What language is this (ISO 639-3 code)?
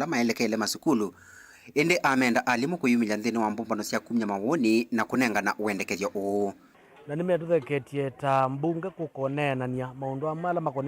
kam